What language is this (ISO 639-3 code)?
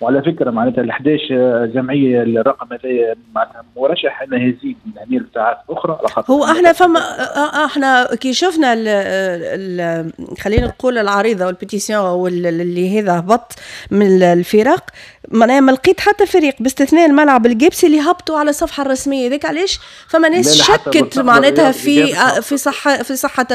aeb